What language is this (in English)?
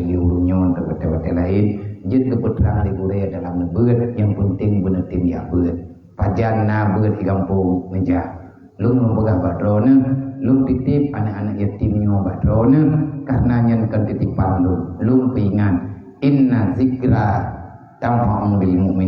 Achinese